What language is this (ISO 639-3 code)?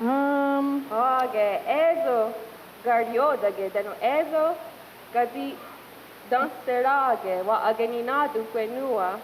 moh